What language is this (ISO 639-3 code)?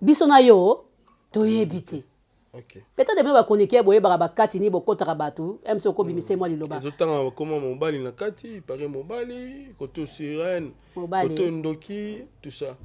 lin